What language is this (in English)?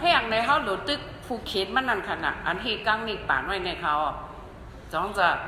Shan